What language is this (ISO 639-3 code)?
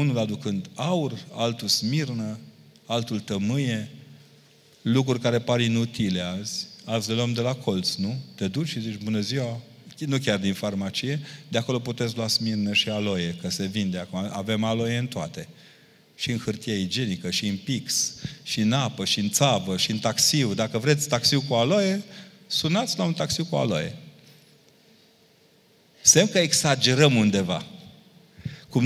ron